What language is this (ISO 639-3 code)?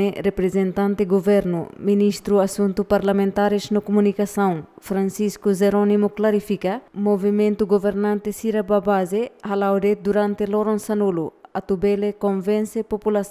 tet